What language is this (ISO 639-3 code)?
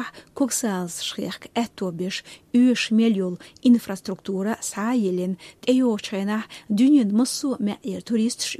che